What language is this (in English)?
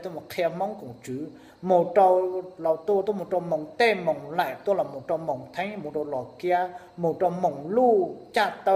Hmong